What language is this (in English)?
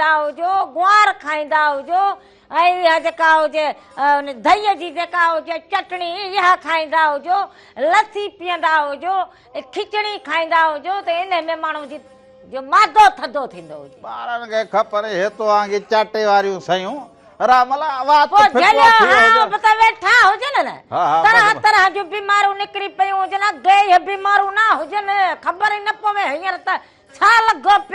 Sindhi